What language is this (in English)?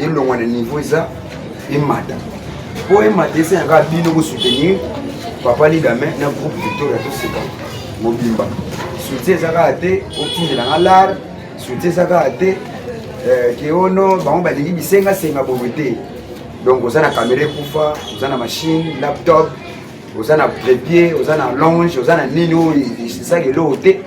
Lingala